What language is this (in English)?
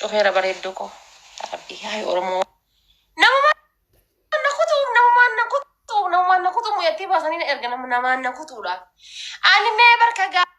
Oromo